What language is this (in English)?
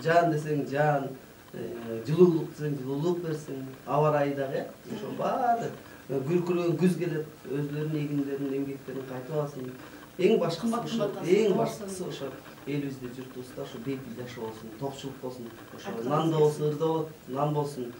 Kyrgyz